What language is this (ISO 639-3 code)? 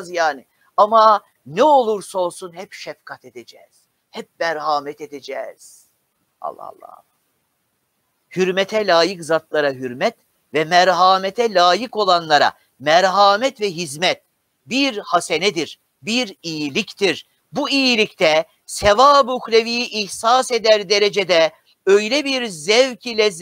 tur